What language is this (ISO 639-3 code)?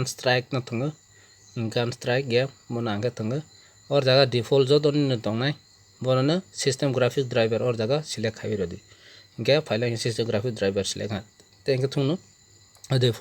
trp